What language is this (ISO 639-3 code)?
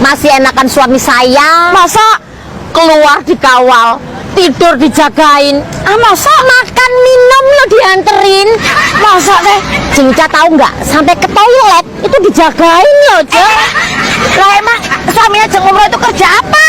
bew